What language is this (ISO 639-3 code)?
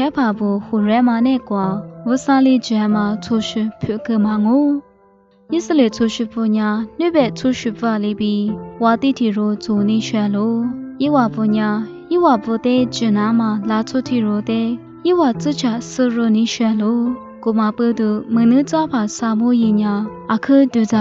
lis